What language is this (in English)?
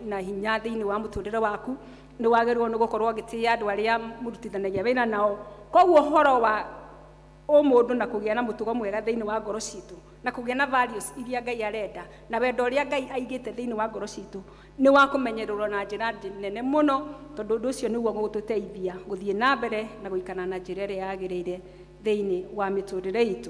Kikuyu